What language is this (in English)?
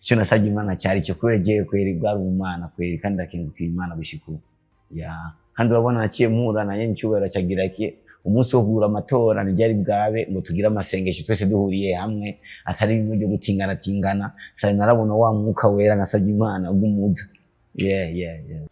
Rundi